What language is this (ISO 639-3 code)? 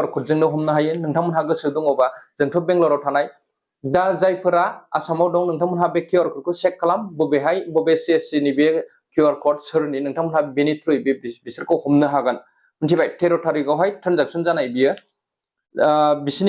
brx